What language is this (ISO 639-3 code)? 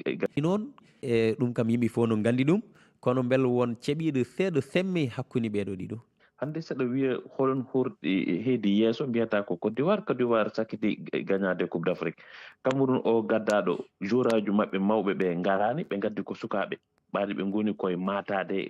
ful